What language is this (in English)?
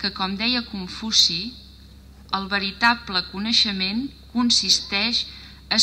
Catalan